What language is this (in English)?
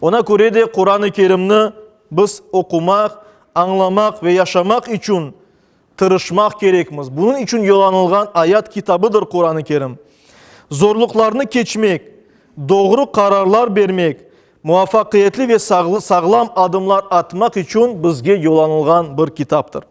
Crimean Tatar